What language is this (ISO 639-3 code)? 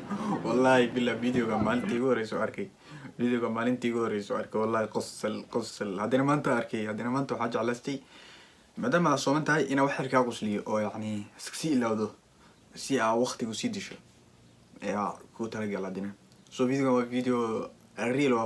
som